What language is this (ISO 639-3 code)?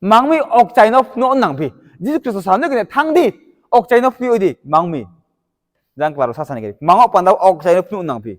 ria